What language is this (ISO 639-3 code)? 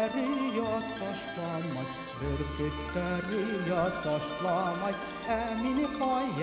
bak